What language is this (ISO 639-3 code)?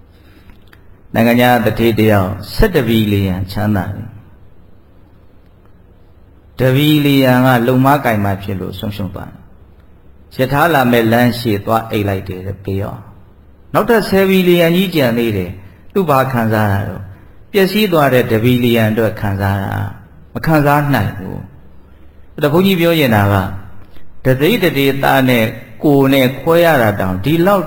mya